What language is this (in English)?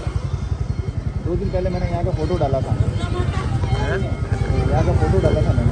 Hindi